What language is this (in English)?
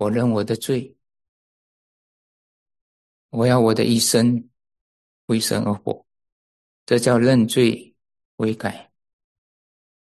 Chinese